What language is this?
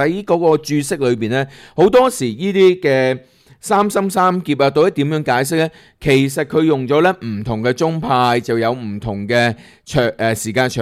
Cantonese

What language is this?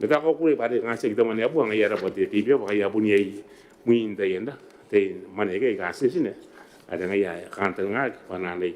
Gilbertese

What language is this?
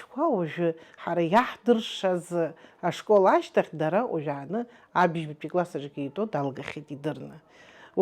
Abkhazian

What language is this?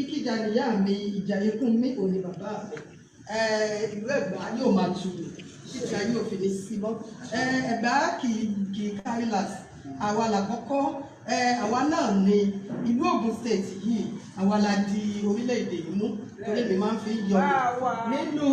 Yoruba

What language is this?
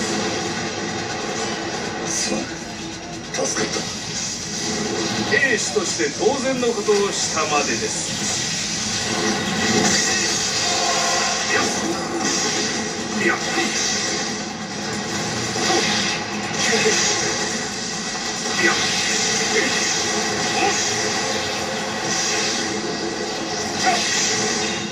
Japanese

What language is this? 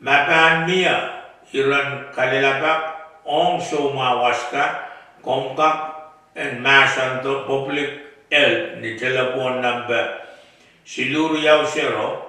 Pohnpeian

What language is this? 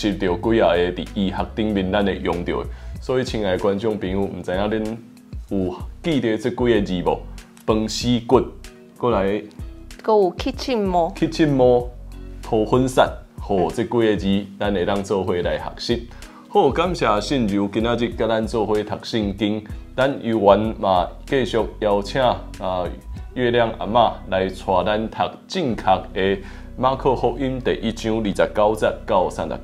Min Nan Chinese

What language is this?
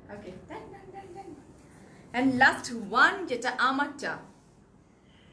Bangla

